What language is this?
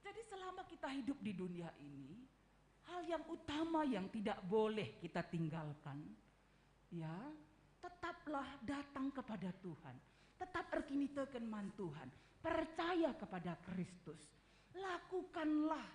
Batak Karo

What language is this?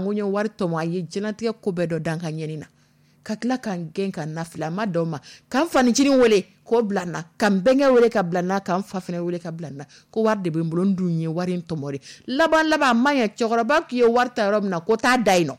Dyula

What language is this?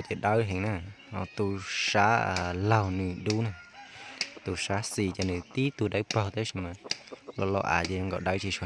Hmong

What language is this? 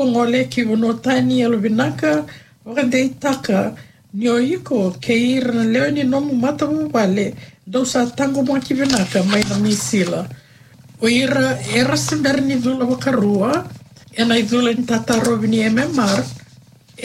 Fijian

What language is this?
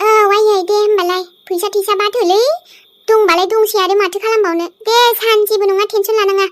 Bodo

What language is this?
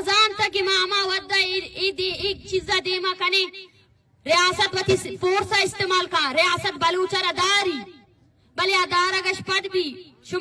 Baluchi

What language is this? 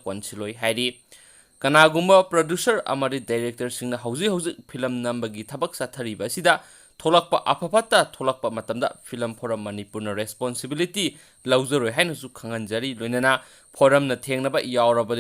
Manipuri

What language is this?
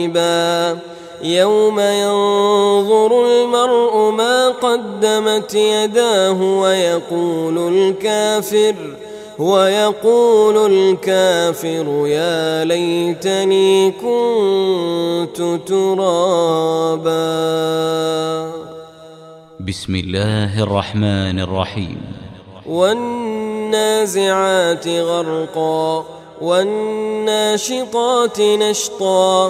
Arabic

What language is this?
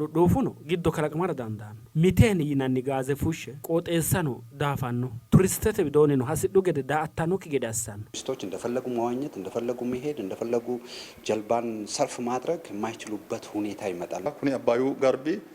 Sidamo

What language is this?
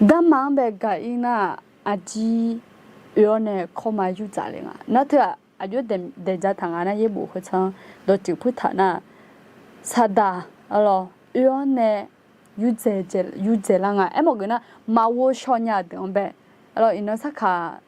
Akha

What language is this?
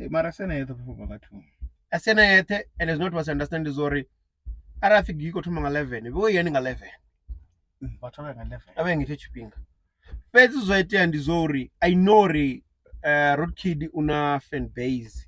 Venda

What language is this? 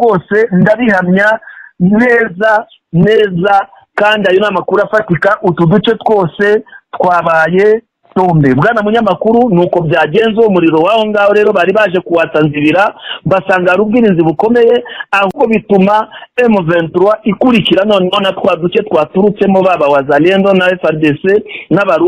Kinyarwanda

